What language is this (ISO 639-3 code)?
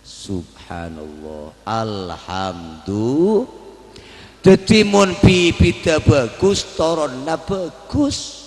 mad